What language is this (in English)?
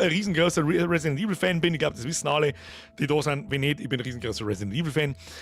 Bavarian